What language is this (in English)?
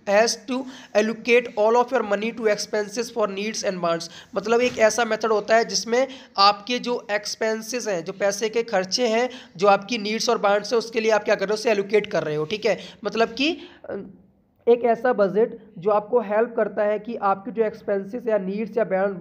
Hindi